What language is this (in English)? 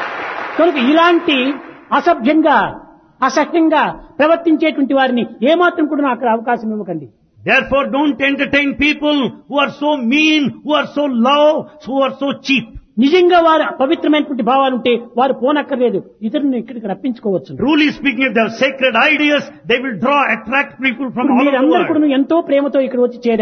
Telugu